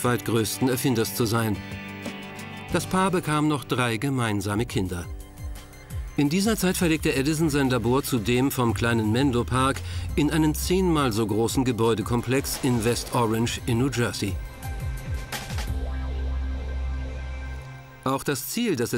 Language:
German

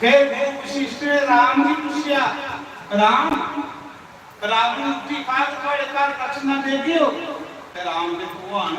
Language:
Dogri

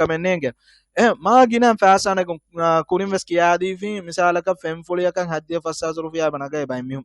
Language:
Divehi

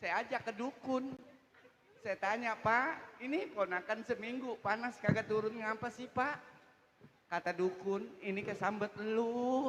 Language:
Betawi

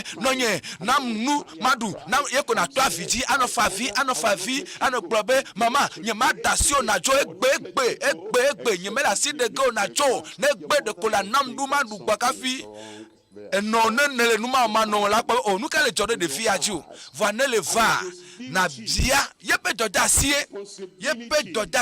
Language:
Ewe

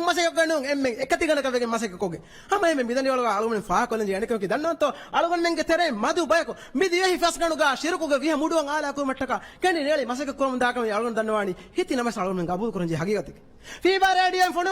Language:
Divehi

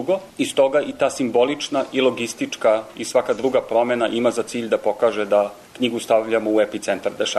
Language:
Serbian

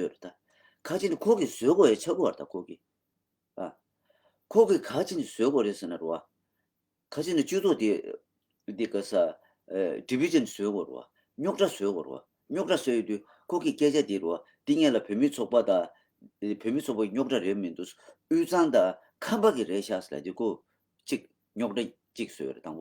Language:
Tibetan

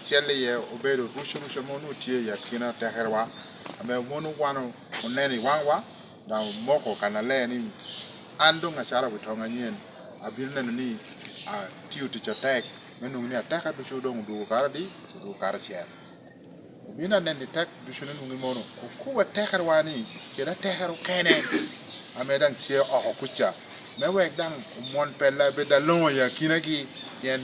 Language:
Lango (Uganda)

